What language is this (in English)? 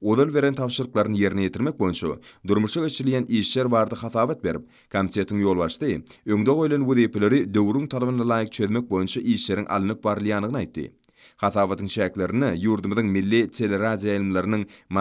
Turkmen